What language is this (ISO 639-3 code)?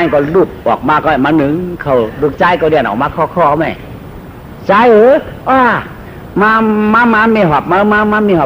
shn